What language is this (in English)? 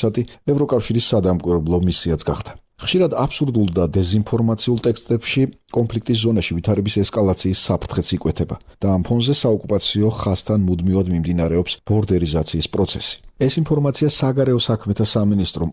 Georgian